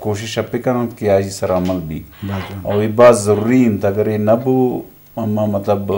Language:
Eastern Balochi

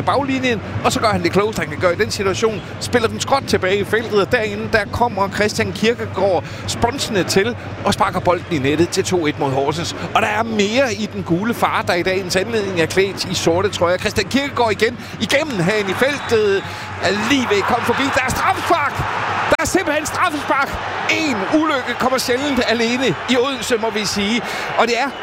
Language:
Danish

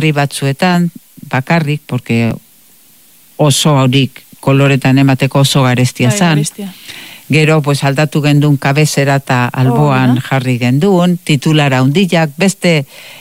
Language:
Basque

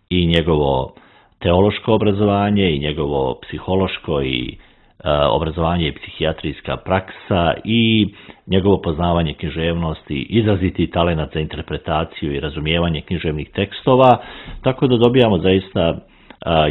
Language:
Serbian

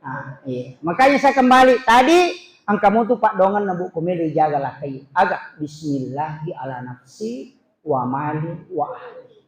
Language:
Buginese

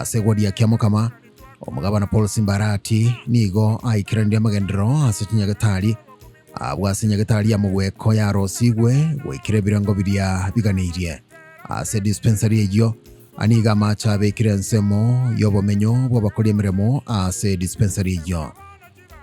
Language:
Gusii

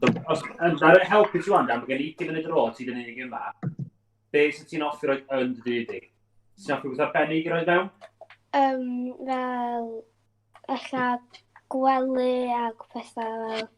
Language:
Welsh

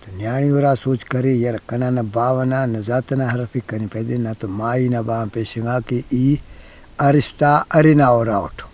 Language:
Brahui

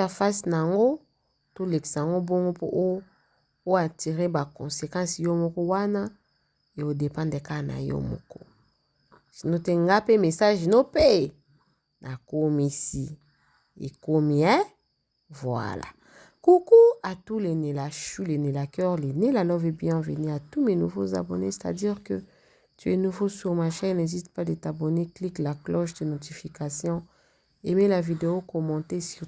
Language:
Lingala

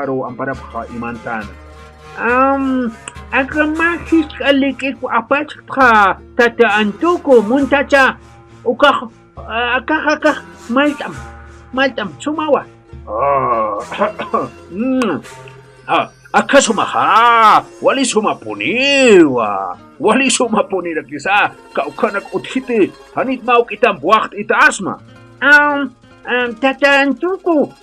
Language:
Aymara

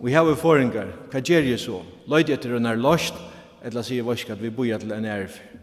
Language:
Faroese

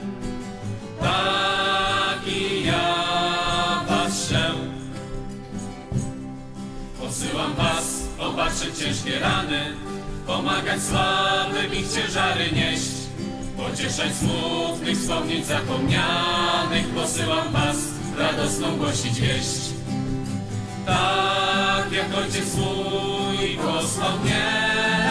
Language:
Polish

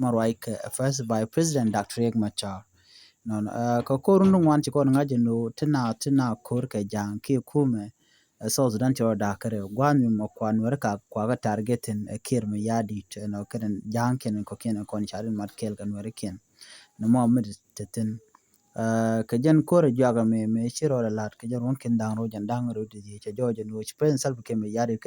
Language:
Nuer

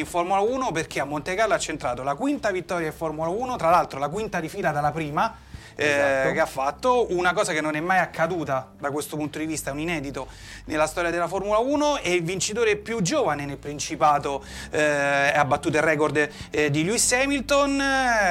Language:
Italian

